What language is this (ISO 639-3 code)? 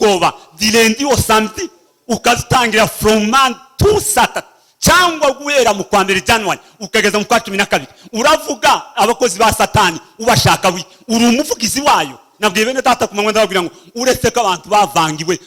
kin